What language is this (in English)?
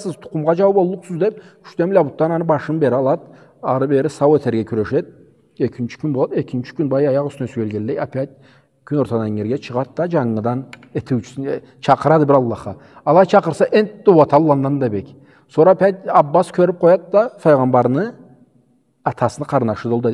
Karachay-Balkar